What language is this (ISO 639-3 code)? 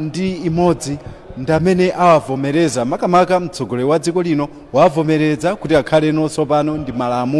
nya